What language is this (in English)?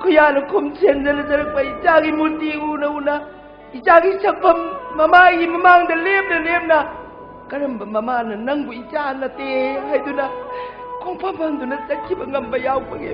Manipuri